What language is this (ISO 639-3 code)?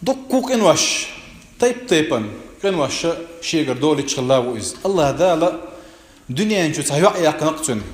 che